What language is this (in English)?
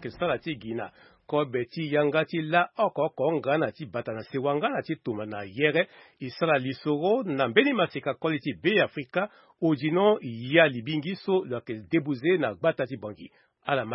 Sango